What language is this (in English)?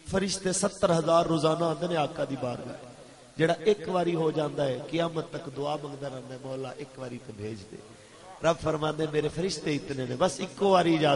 Western Panjabi